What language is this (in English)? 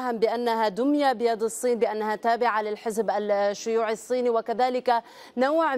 Arabic